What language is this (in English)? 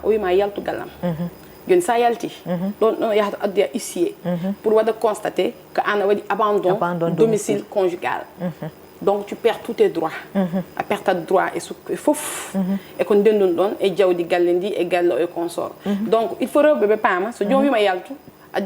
Fula